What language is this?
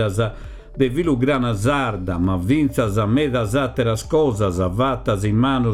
Sardinian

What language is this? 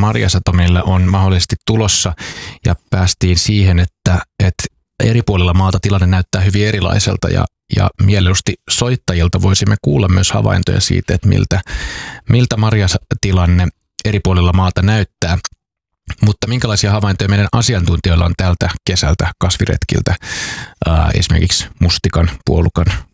Finnish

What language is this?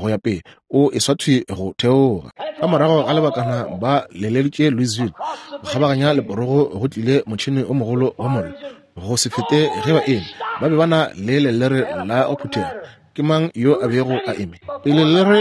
Northern Sotho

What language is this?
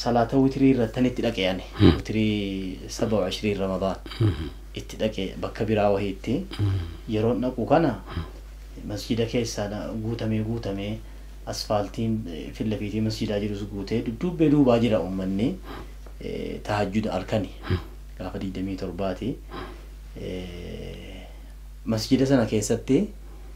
Oromo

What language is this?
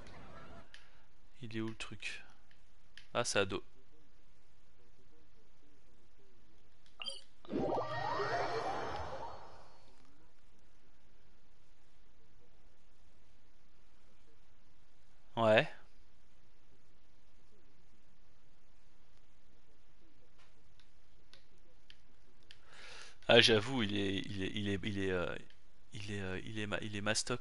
French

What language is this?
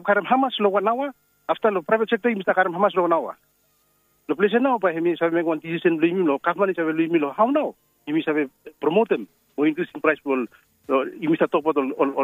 Bislama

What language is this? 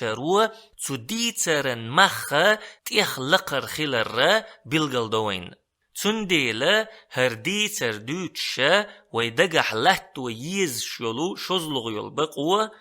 Chechen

